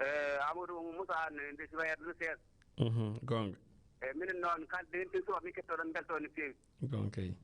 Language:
Fula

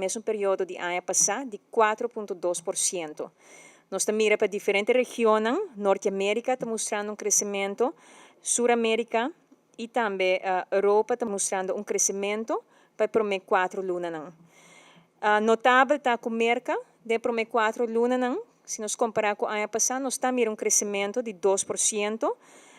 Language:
Papiamento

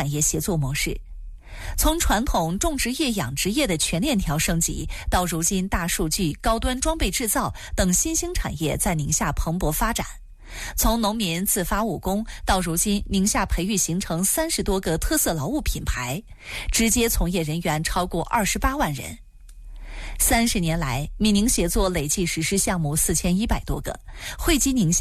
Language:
Chinese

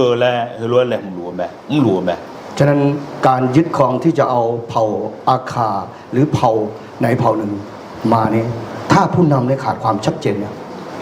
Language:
Akha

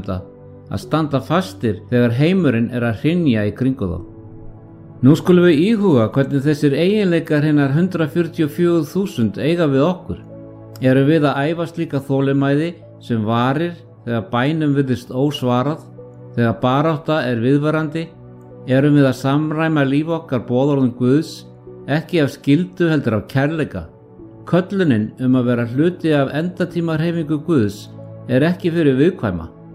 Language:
Icelandic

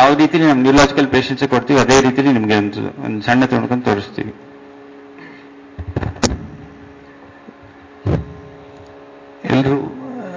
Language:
Kannada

